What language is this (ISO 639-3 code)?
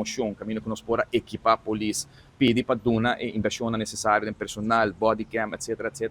pap